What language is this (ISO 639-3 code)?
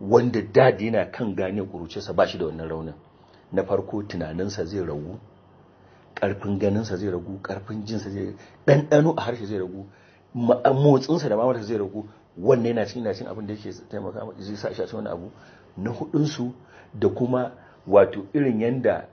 hau